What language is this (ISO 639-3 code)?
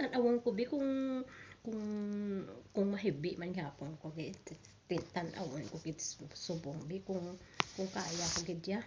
hil